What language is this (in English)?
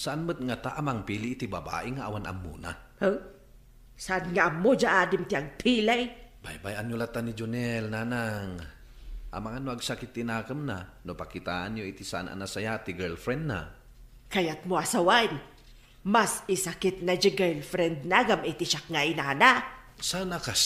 Iloko